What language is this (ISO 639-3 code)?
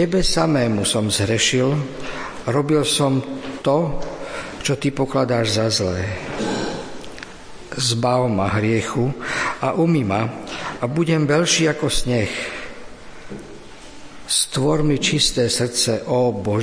slk